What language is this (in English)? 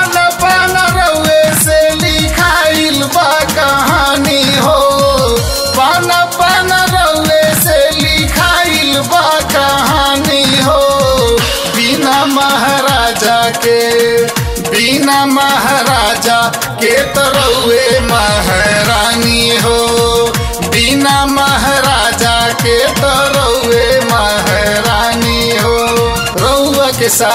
Bhojpuri